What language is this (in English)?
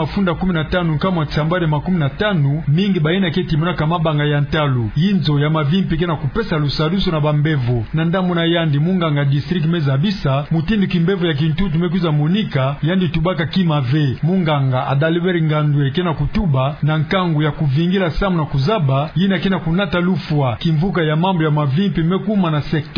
Kituba (Democratic Republic of Congo)